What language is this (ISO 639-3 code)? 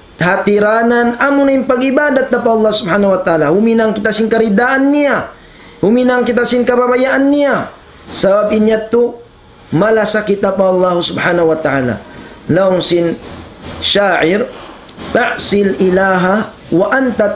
tsg